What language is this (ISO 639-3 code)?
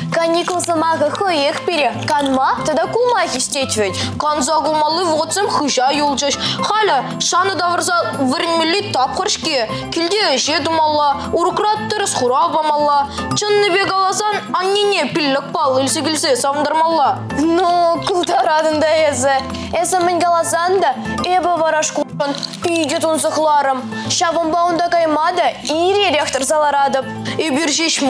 chv